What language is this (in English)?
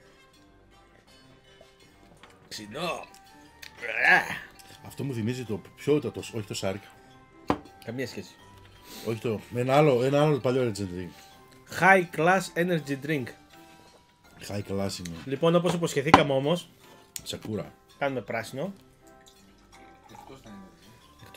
Greek